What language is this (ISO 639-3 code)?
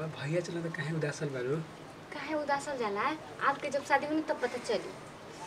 bho